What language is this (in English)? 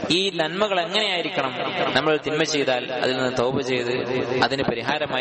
Malayalam